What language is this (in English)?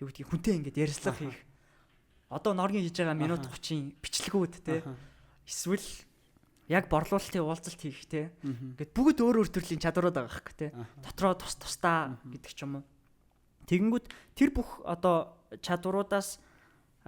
Mongolian